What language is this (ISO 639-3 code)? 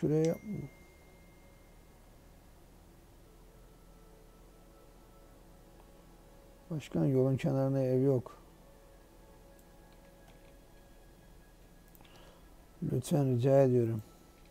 tur